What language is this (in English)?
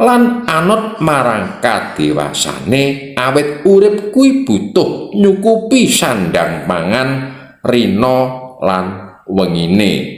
Javanese